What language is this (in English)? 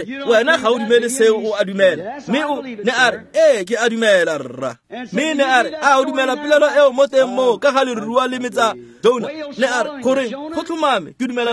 Tswana